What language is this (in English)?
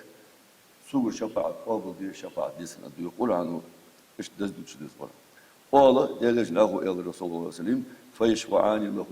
Ingush